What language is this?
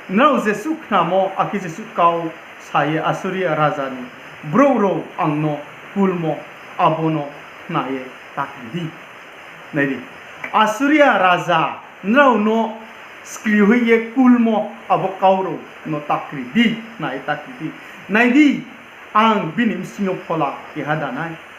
Riang (India)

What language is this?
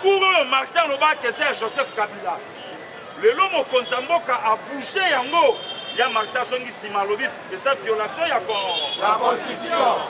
Lingala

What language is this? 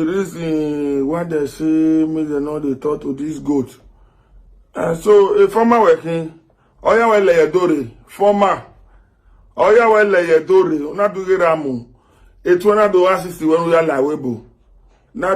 Nigerian Pidgin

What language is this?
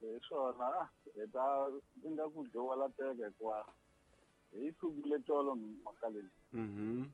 Tsonga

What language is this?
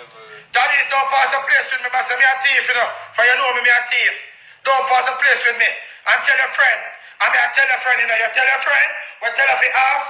Jamaican Creole English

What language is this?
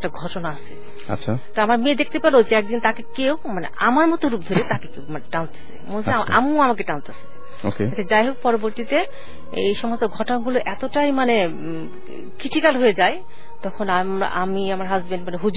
Bangla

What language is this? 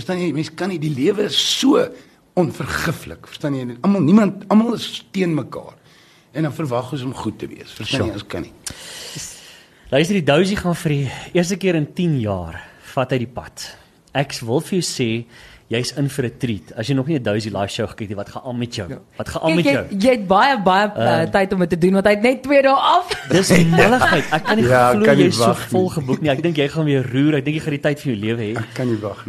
Afrikaans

